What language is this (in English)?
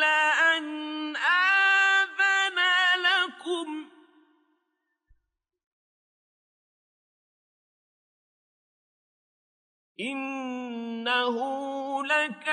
Arabic